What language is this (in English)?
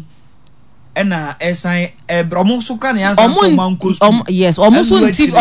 Akan